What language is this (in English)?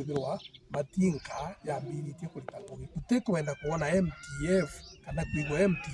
Meru